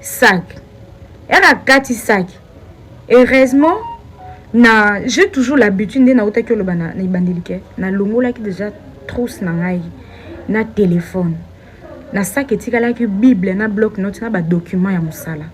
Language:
Lingala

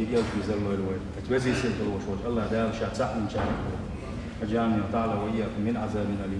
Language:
Chechen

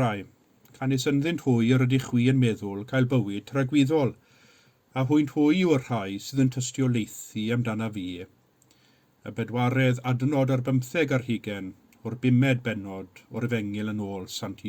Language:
Welsh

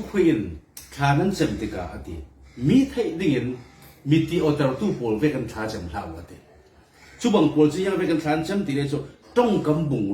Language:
Falam Chin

